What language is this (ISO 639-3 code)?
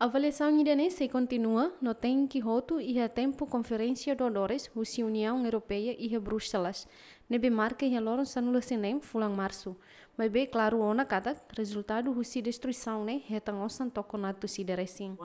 tet